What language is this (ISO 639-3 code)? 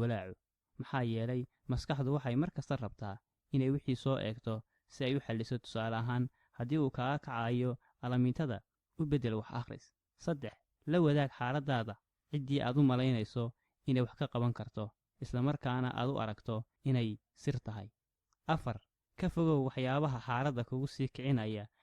som